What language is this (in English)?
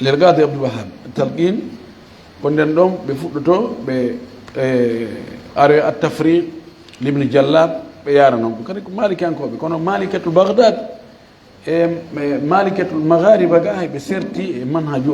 Fula